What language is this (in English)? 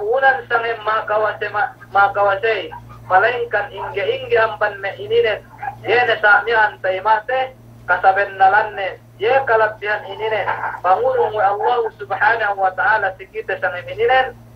Yakan